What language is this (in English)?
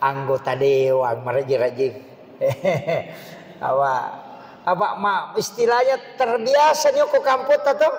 Buginese